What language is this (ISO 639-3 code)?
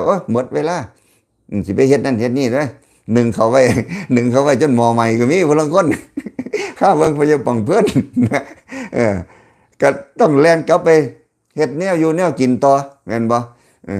lao